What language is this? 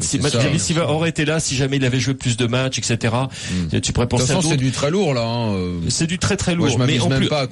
French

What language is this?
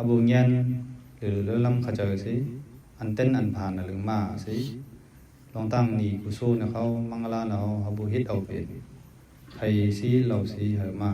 Mon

